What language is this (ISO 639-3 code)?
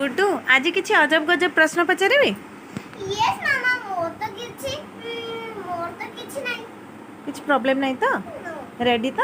ori